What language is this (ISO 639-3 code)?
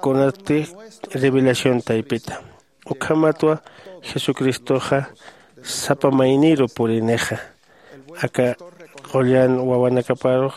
aym